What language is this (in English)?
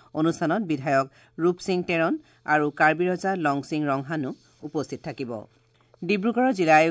Assamese